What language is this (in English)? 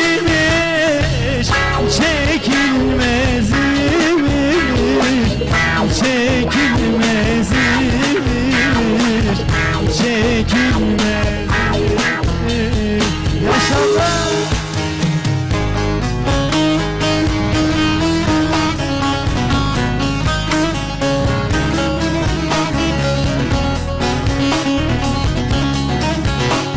Turkish